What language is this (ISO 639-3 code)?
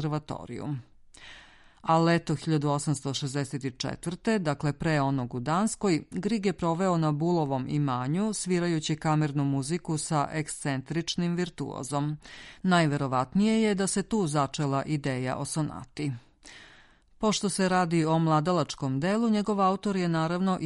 srp